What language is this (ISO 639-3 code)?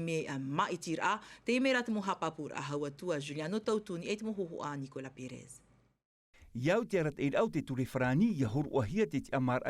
tah